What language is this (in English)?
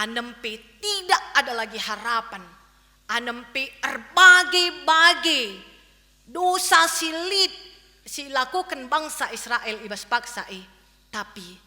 Batak Karo